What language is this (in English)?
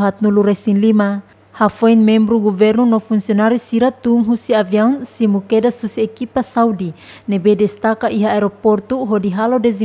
Tetum